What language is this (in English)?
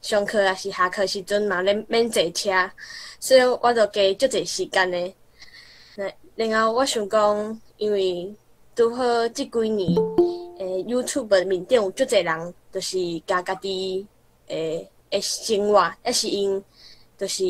Min Nan Chinese